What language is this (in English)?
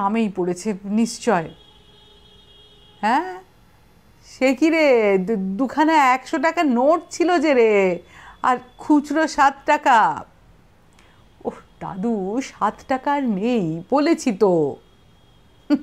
Bangla